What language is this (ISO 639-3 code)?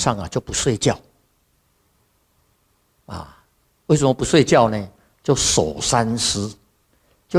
zho